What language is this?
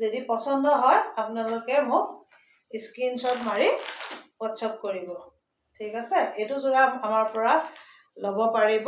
Assamese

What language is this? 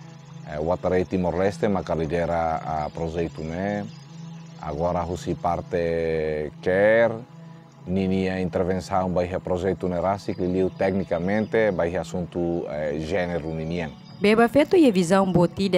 Tetum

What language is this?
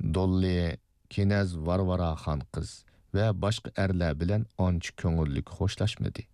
Uyghur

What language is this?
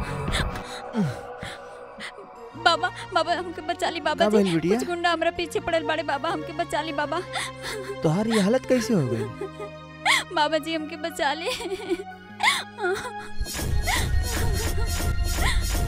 Bhojpuri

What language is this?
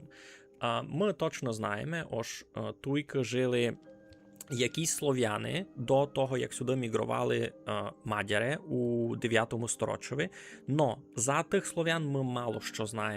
Rusyn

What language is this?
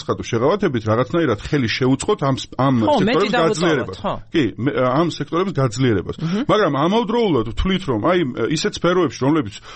Georgian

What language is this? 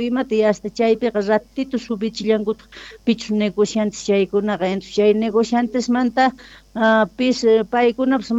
Quechua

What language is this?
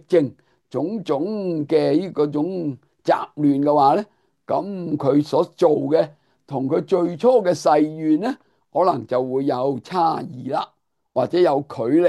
Cantonese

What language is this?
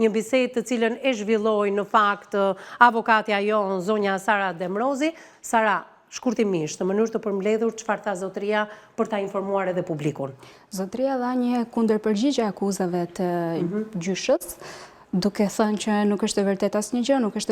Albanian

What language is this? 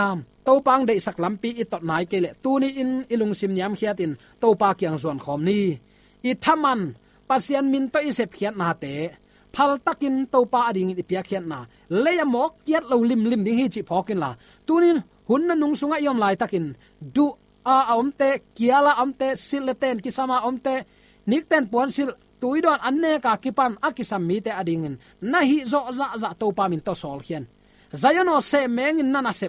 Tedim Chin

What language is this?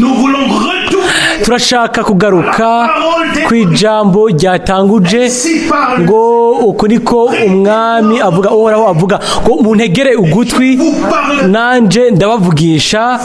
Rundi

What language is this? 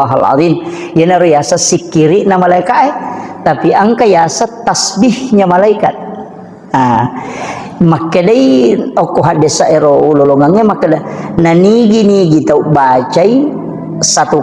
Buginese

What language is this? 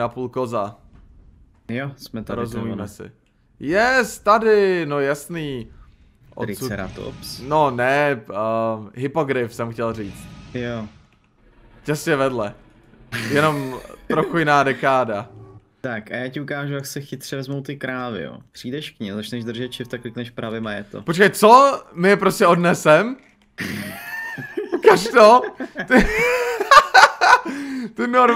Czech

